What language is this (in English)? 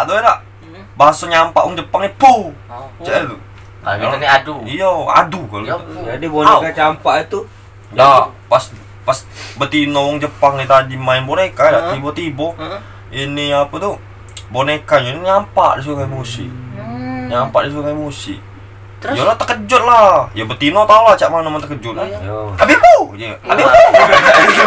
Musi